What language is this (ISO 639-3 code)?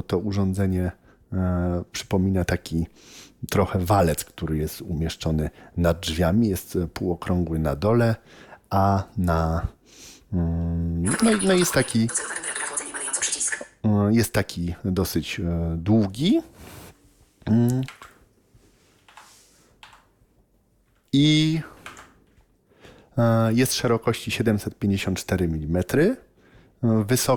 pol